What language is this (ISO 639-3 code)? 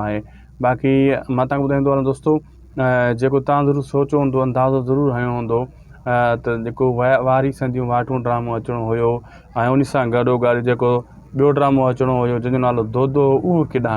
snd